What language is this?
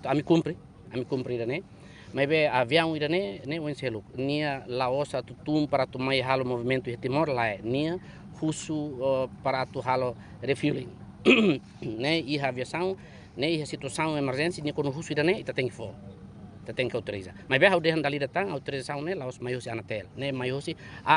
Tetum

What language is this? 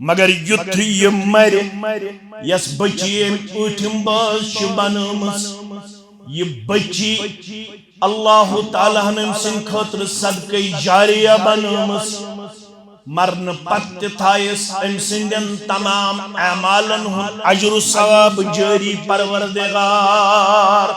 Kashmiri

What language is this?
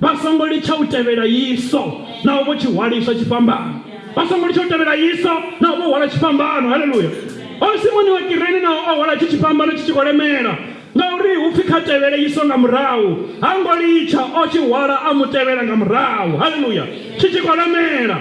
Venda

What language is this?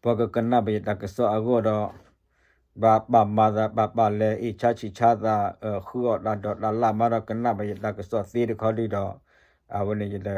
S'gaw Karen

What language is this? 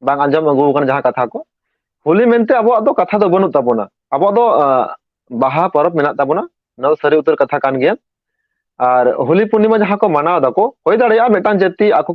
Santali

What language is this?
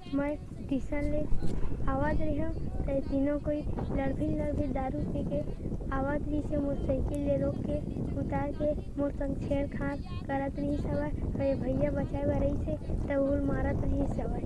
Chhattisgarhi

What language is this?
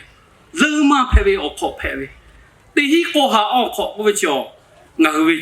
Lahu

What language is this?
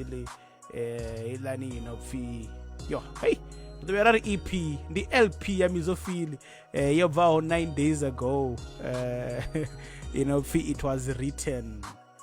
Venda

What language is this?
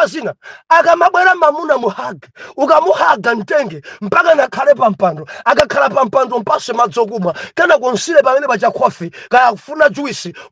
Nyanja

